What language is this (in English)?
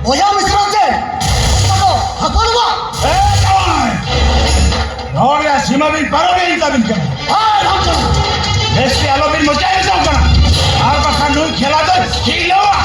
Santali